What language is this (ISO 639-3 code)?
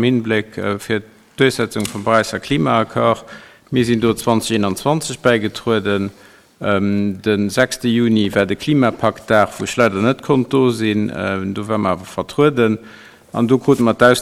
ltz